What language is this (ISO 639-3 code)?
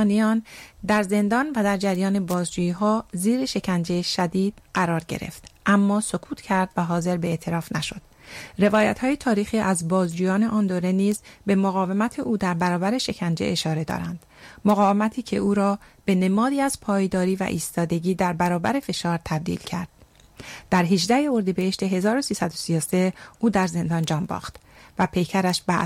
fas